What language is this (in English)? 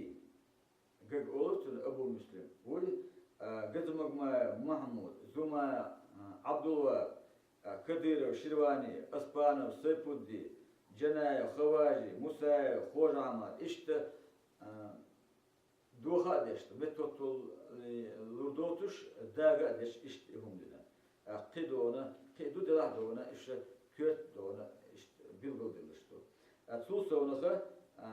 Chechen